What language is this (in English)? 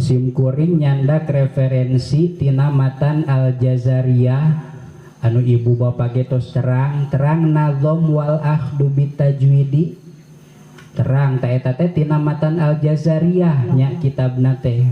Sundanese